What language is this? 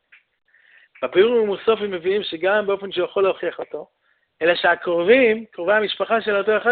Hebrew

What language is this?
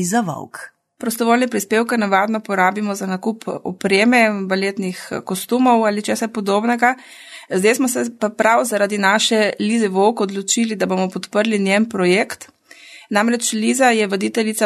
Slovenian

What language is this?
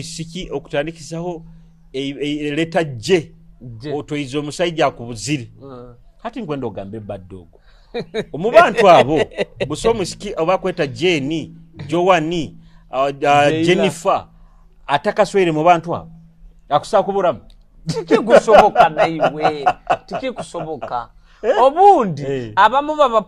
Nyoro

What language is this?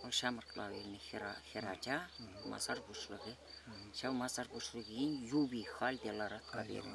Chuvash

